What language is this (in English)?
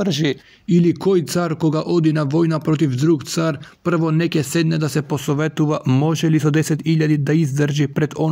Macedonian